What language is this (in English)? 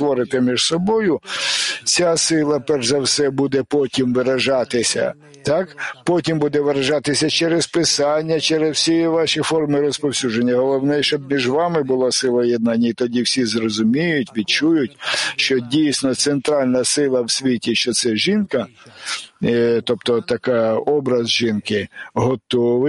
Ukrainian